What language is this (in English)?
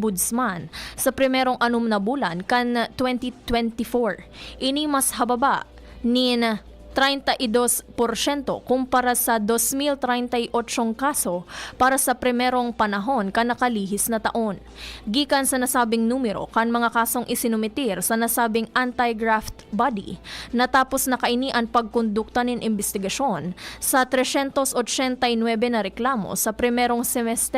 Bikol